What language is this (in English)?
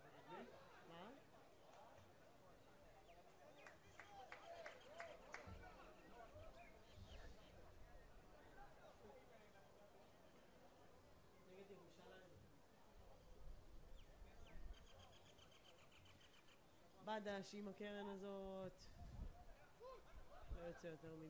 Hebrew